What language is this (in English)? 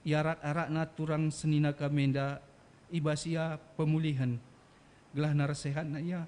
Batak Karo